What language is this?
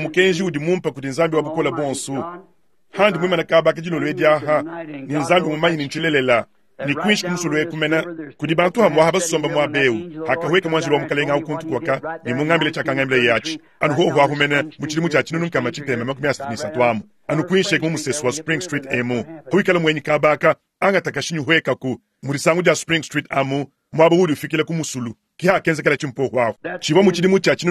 Luba-Lulua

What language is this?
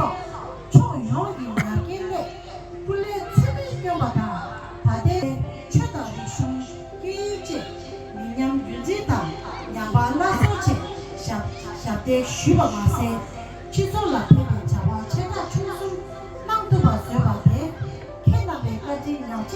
Tibetan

